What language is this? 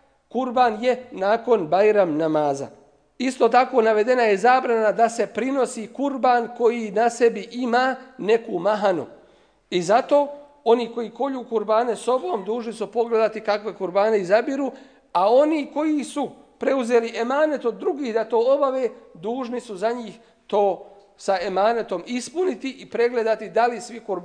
Bosnian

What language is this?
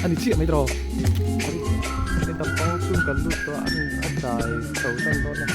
Mizo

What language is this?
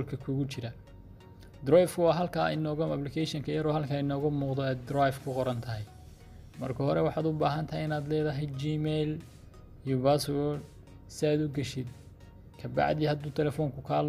Somali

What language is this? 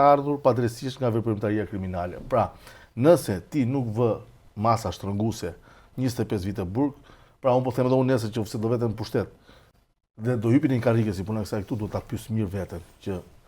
Albanian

